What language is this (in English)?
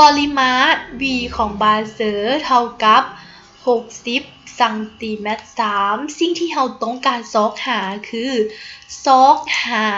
Lao